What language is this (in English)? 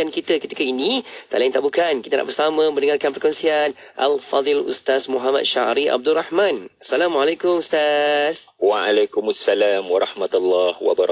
Malay